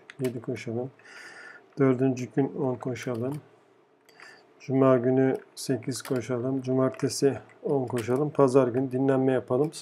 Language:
Turkish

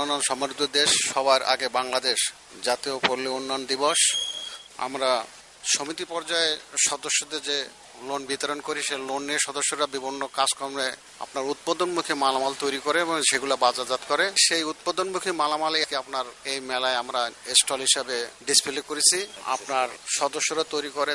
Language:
Bangla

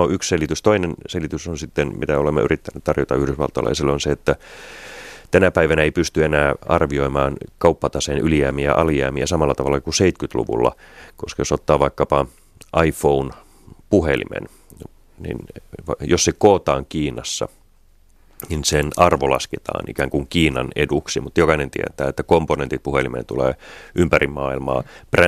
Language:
Finnish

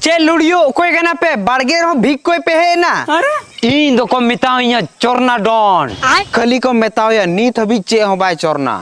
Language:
Santali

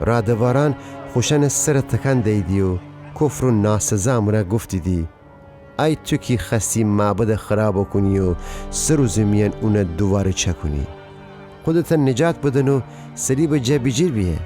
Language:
Gilaki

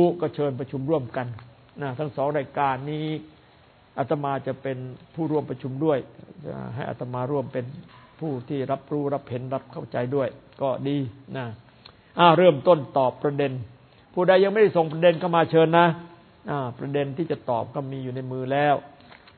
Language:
Thai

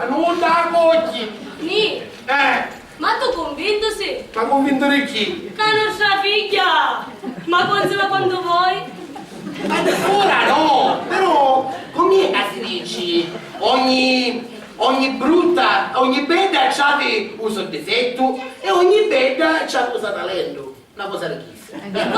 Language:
Sicilian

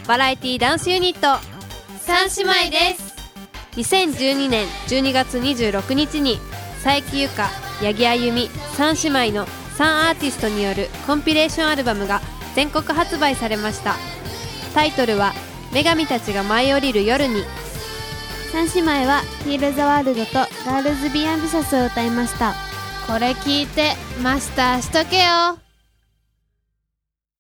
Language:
Japanese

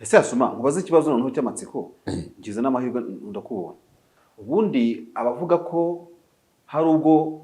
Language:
Kinyarwanda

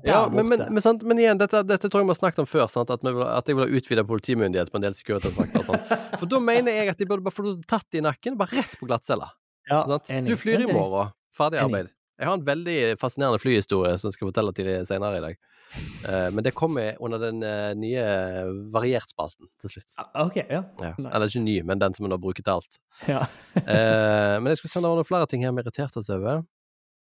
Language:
Norwegian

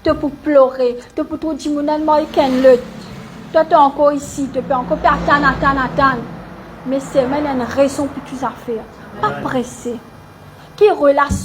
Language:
Morisyen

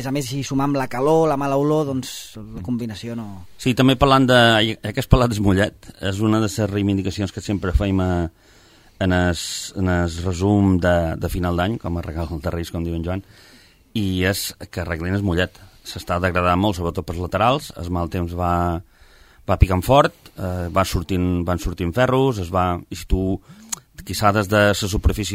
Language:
Catalan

